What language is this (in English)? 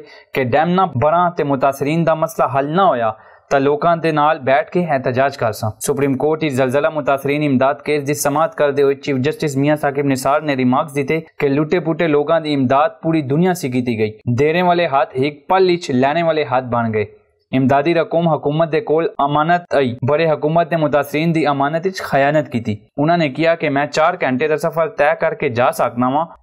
Saraiki